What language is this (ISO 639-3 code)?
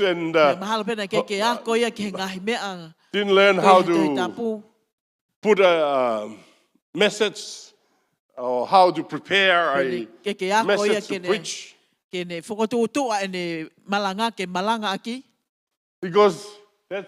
ton